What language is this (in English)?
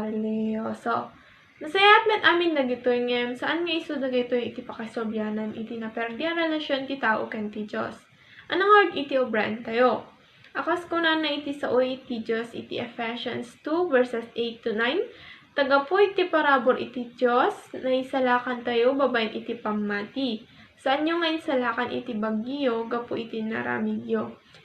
Iloko